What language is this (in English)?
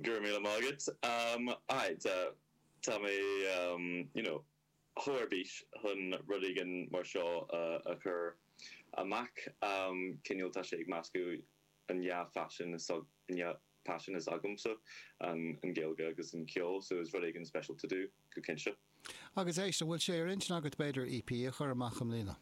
Irish